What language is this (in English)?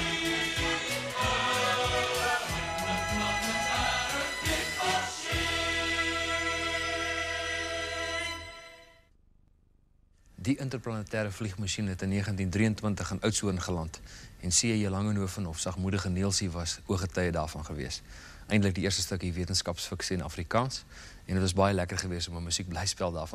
Afrikaans